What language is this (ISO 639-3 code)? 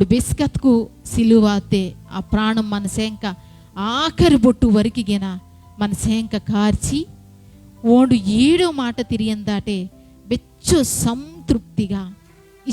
kff